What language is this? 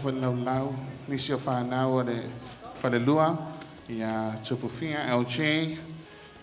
Samoan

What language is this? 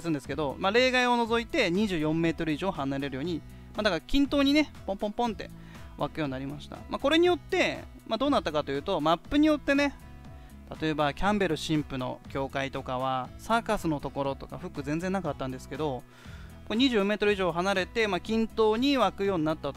Japanese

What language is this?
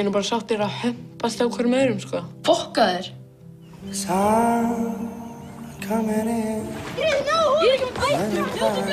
Icelandic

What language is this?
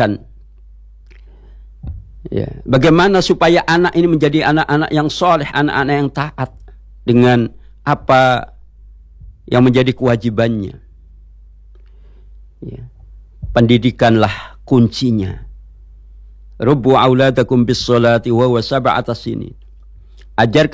Indonesian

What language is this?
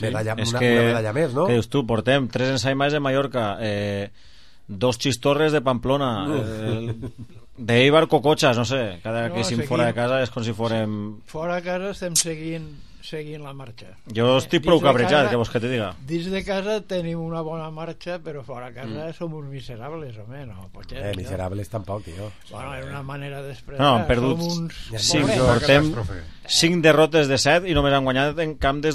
Catalan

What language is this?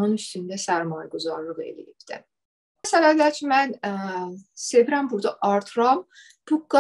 South Azerbaijani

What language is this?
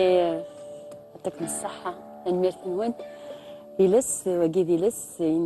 Kabyle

